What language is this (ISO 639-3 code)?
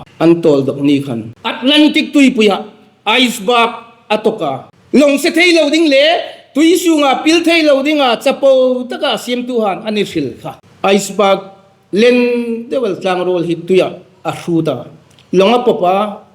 hmr